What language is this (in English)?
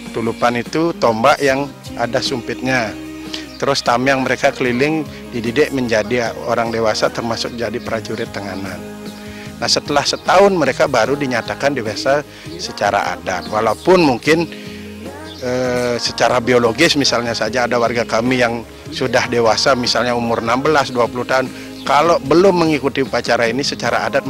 Indonesian